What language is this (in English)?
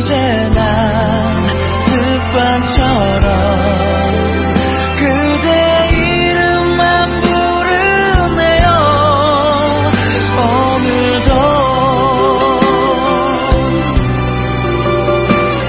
Korean